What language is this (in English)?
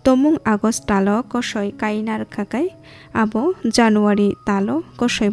Kok Borok